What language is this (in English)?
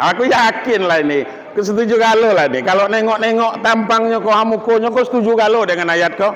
Minangkabau